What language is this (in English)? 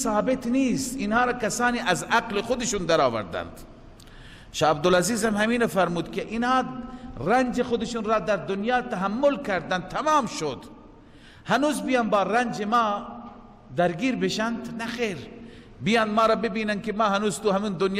Persian